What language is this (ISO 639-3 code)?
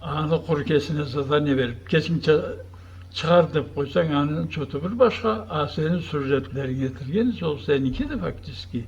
krc